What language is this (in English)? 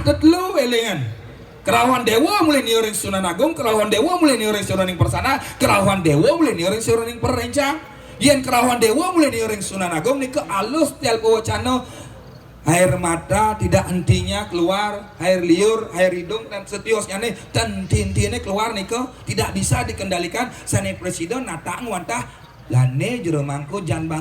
Balinese